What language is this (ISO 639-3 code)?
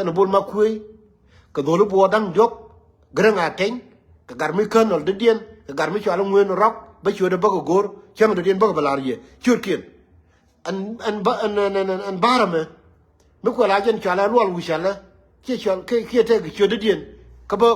nus